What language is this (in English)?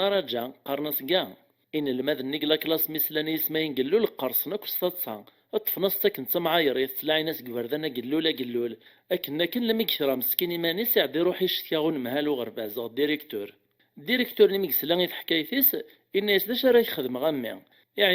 Kabyle